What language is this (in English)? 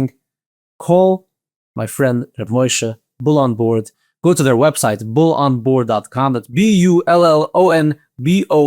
Yiddish